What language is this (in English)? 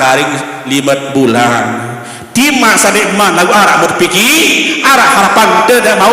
Sasak